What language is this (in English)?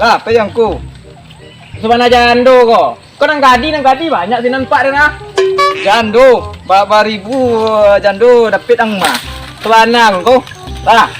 Minangkabau